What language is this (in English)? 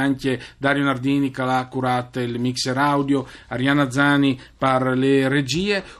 Friulian